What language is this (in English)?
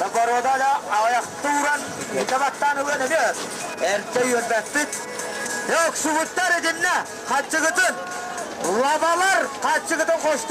Yakut